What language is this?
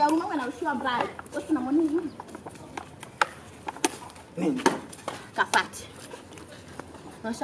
Swahili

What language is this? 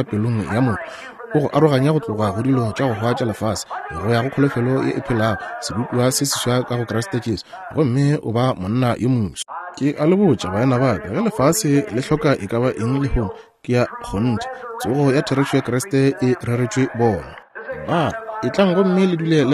Northern Sotho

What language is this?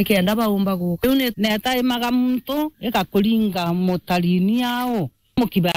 Meru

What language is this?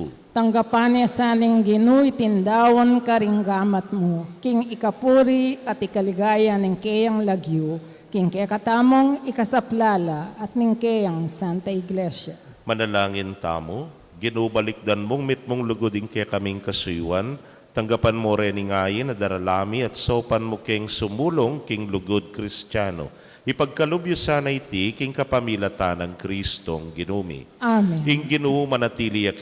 Pampanga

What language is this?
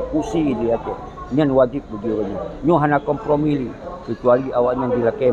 Achinese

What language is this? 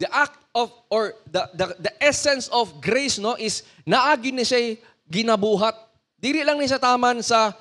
Cebuano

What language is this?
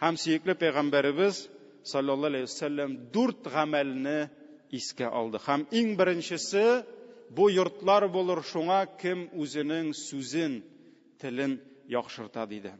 Tatar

